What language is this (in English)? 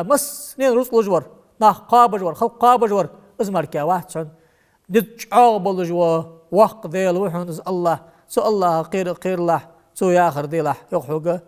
Ingush